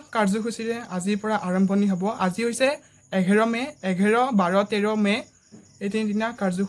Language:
Assamese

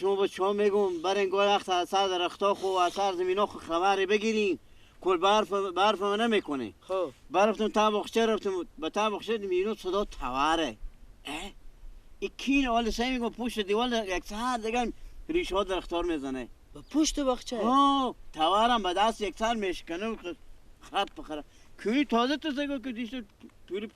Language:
Persian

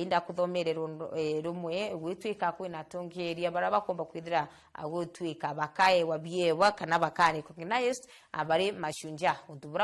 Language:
Meru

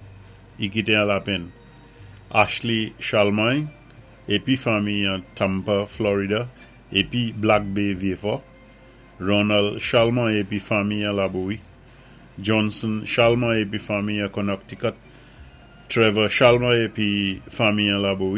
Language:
Saint Lucian Creole French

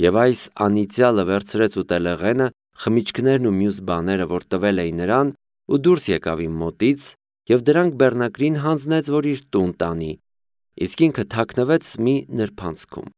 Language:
Armenian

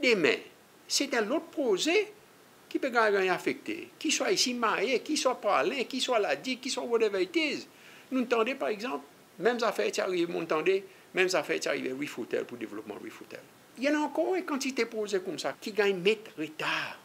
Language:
Seselwa Creole French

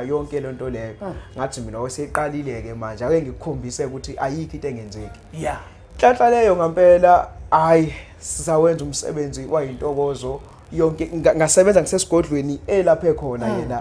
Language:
Zulu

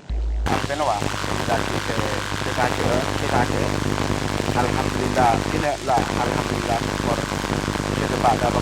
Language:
Madurese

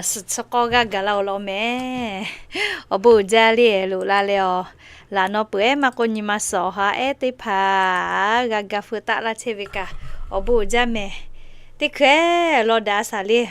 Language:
Lahu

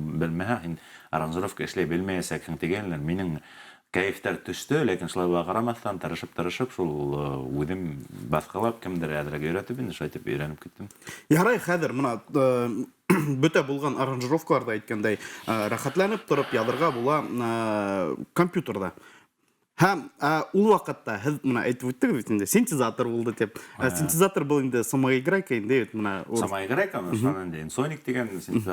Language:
Bashkir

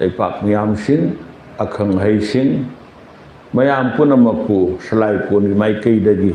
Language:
Manipuri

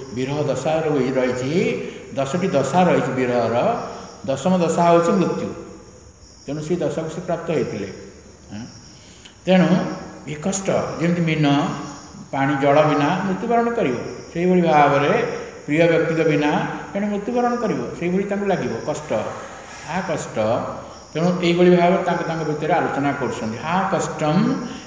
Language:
Odia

